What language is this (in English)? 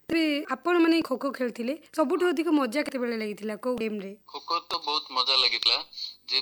Odia